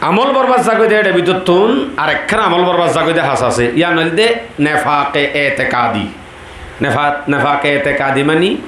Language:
Rohingya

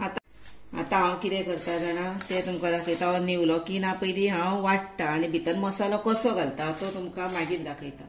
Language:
Konkani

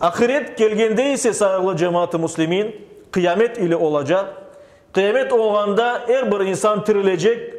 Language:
Crimean Tatar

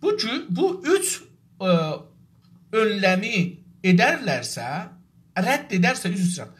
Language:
South Azerbaijani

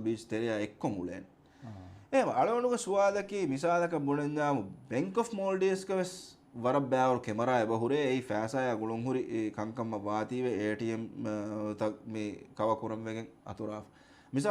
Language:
Divehi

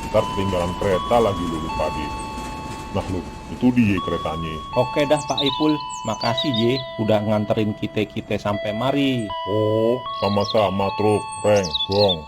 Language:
Betawi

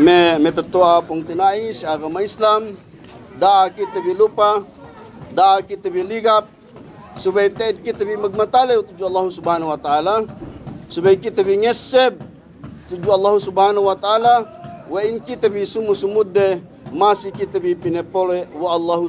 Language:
Yakan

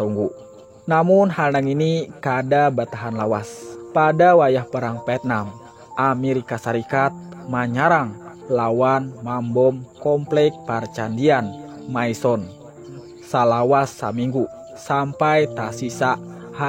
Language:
Banjar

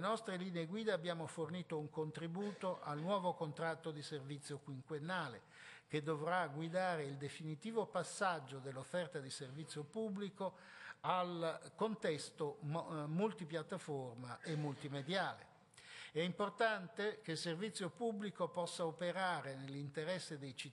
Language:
Italian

